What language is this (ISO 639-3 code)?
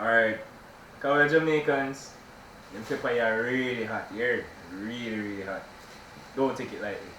jam